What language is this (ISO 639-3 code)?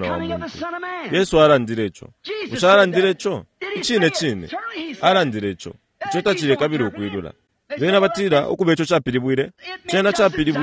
bem